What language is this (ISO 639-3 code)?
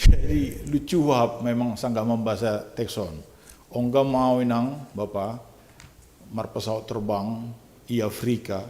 bts